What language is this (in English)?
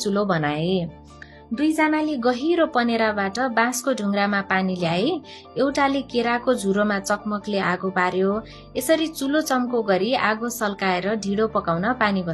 Nepali